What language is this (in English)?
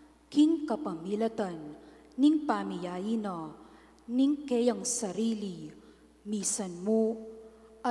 Pampanga